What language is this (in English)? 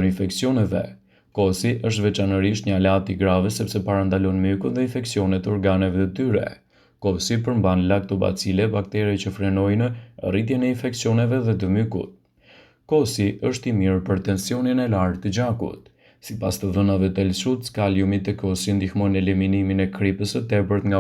Albanian